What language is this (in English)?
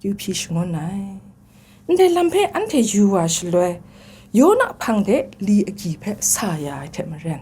Kachin